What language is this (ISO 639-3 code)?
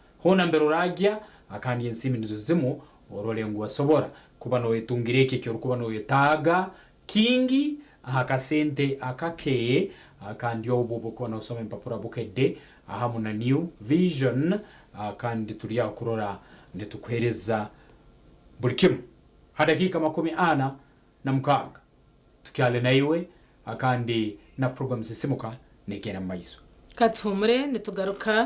nyn